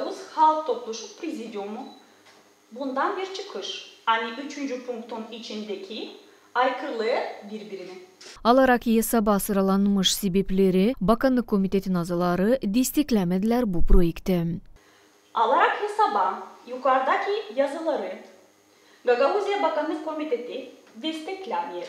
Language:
Gagauz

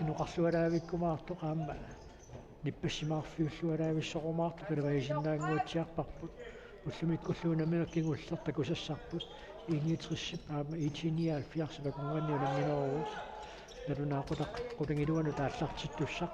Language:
Kalaallisut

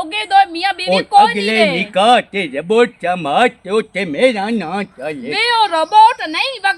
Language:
Western Panjabi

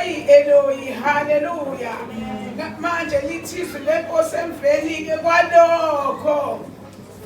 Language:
Zulu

